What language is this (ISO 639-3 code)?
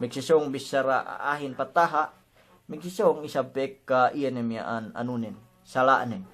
yka